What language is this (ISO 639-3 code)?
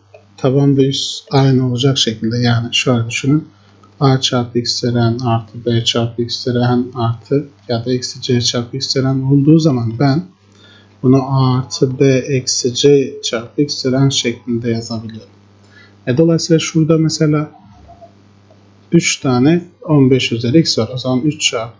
tur